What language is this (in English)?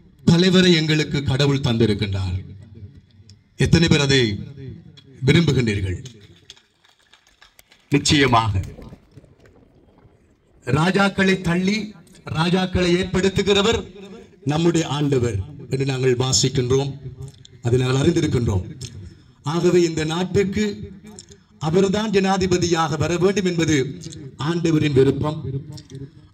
Tamil